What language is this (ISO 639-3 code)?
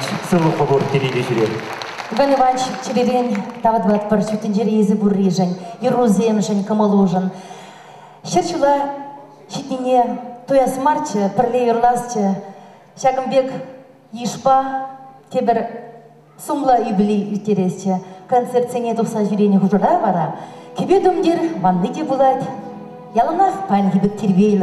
chv